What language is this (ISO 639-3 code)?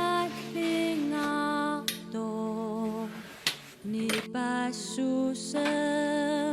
kal